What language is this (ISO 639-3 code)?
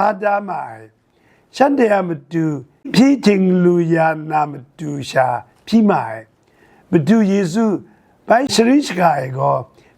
kac